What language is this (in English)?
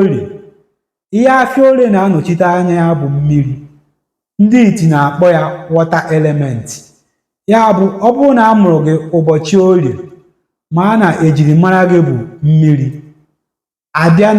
Igbo